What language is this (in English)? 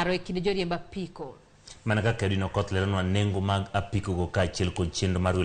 Luo (Kenya and Tanzania)